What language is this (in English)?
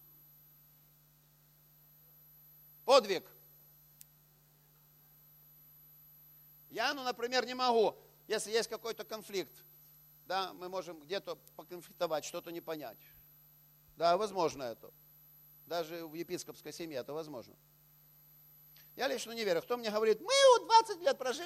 Russian